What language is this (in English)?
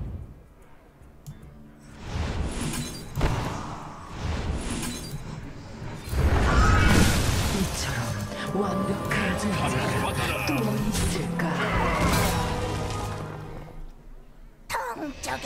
Korean